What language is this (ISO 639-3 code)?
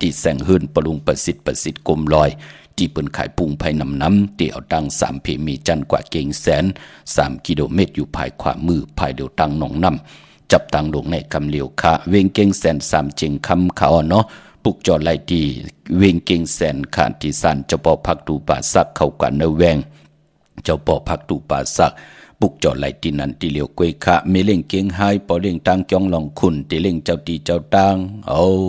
shn